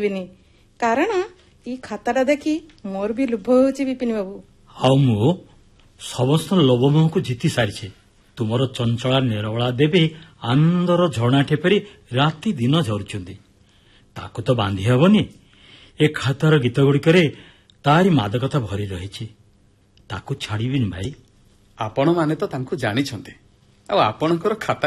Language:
Odia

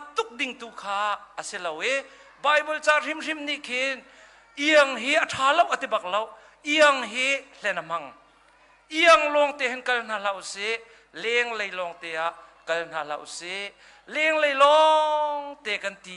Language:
Hakha Chin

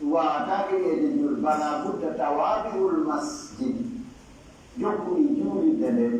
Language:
Pular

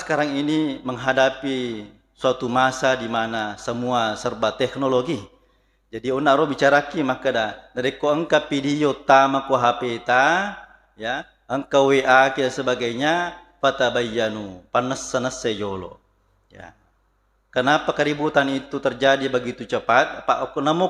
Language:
Buginese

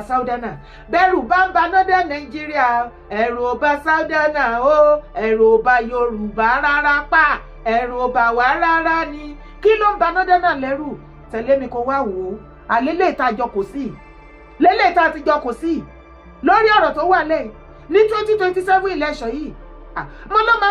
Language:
Yoruba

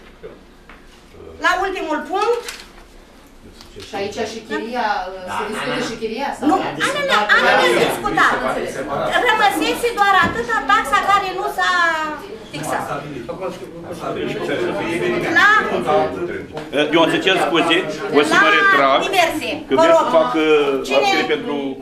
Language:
Romanian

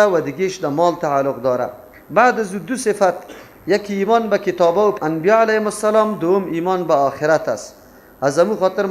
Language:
Persian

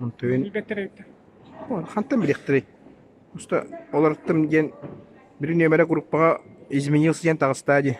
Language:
Yakut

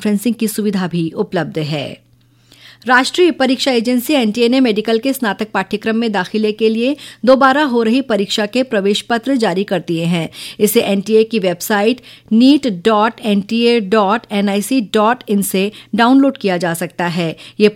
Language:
Hindi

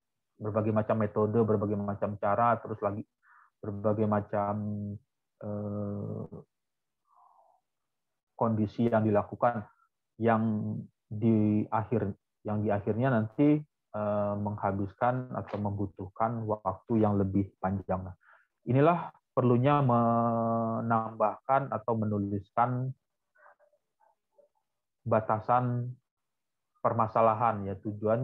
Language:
Indonesian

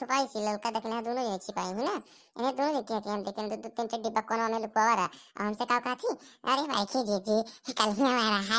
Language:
Awadhi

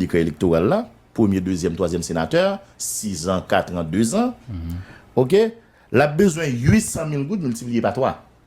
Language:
Haitian Creole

